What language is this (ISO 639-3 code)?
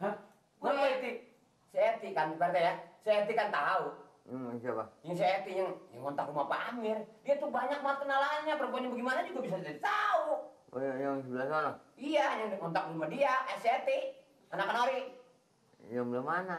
bew